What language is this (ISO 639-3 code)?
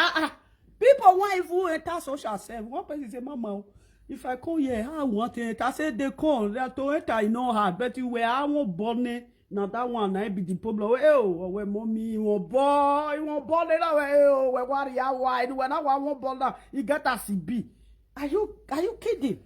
pcm